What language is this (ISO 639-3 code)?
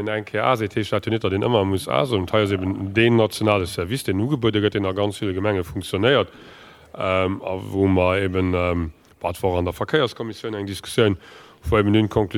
ltz